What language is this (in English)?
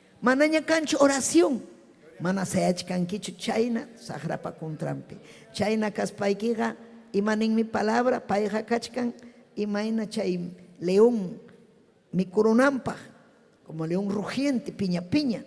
Ayacucho Quechua